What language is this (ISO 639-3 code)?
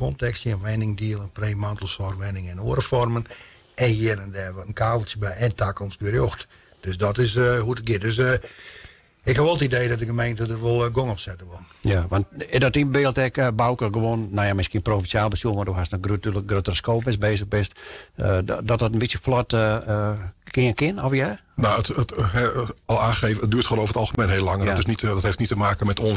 fry